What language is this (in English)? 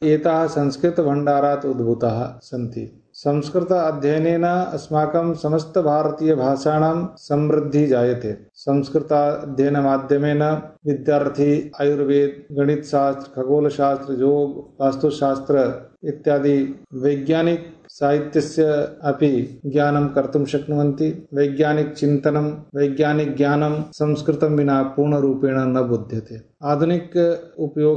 Sanskrit